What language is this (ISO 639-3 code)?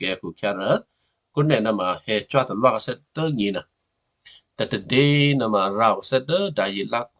kyu